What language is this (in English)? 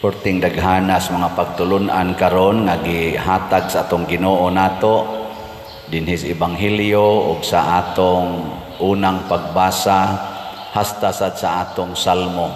Cebuano